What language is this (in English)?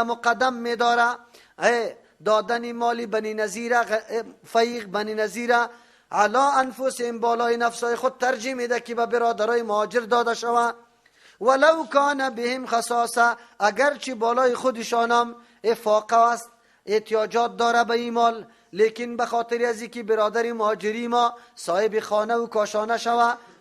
Persian